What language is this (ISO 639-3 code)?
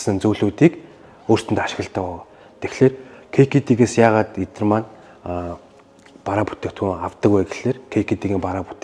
mon